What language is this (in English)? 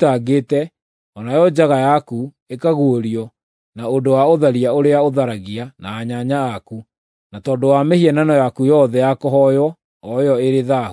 Kikuyu